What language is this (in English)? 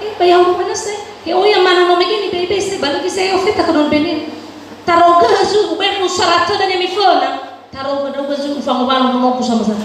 Nias